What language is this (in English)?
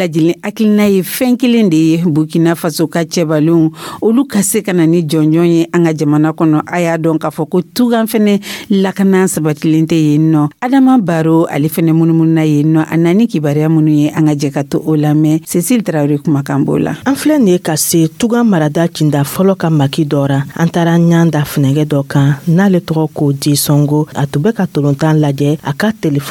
Dyula